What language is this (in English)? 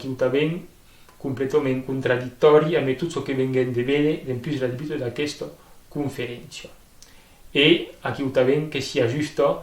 Occitan